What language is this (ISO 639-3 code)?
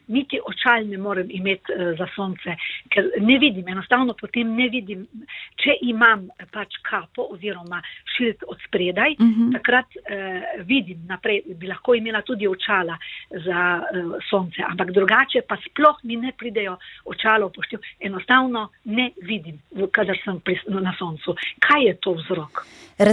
slv